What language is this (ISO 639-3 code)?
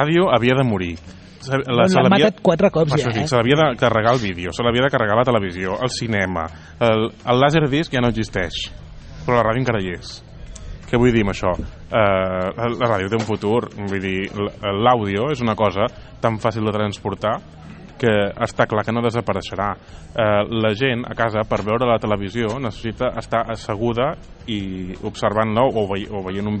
cat